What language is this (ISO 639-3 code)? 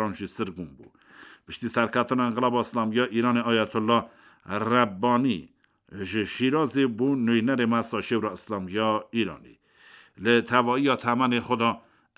kur